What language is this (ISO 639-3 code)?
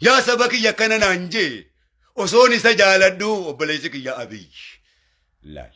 orm